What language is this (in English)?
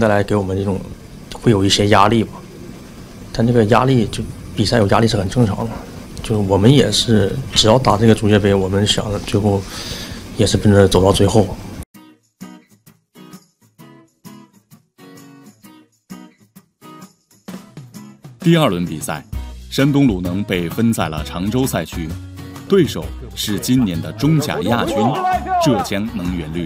Chinese